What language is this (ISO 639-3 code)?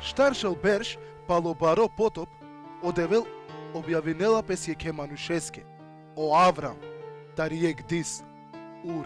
rmn